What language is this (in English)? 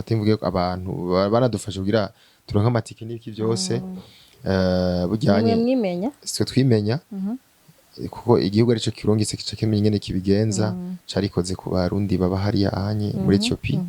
Rundi